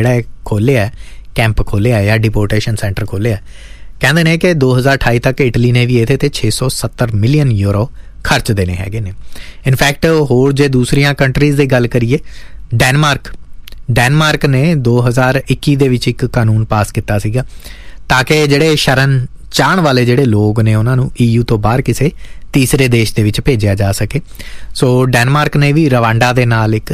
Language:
Punjabi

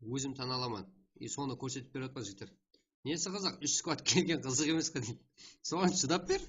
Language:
Kara-Kalpak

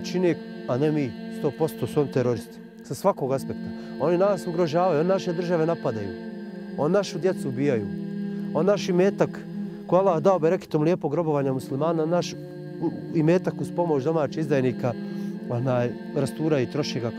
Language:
Bosnian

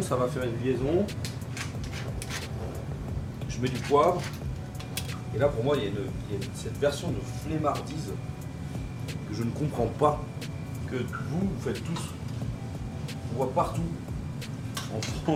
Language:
French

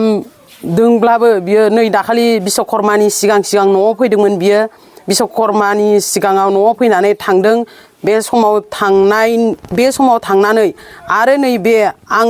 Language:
Bodo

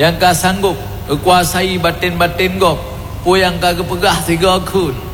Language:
Achinese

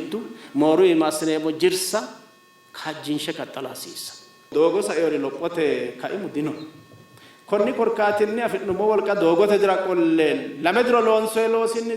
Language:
Sidamo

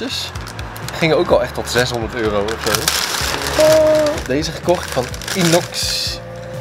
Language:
Dutch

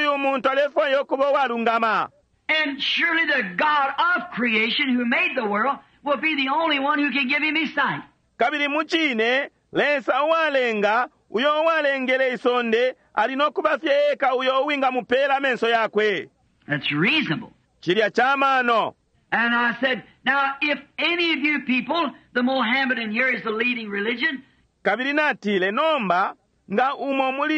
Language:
Bemba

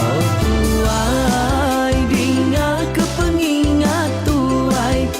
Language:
Iban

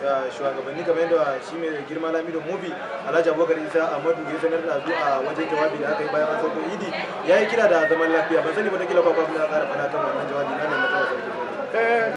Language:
Hausa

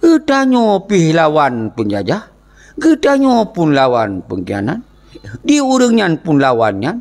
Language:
Achinese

